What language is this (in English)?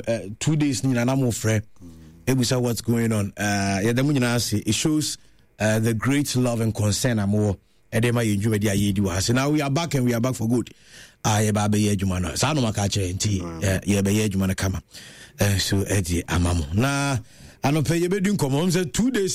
Akan